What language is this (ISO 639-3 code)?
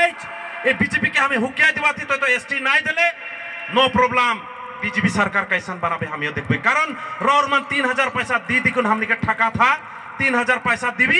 sck